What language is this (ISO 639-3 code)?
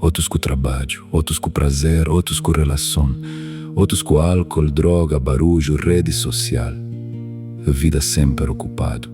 kea